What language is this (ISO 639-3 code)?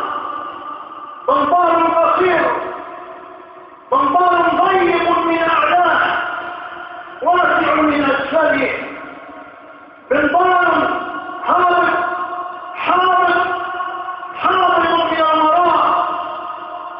ara